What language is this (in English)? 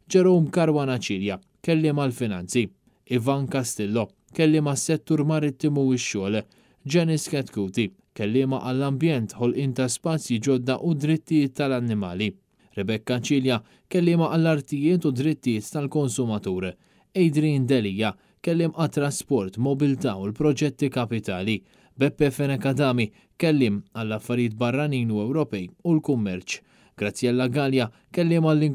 Maltese